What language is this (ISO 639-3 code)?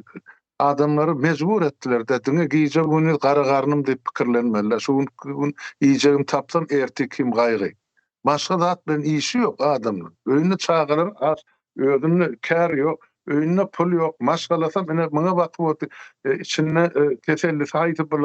tuk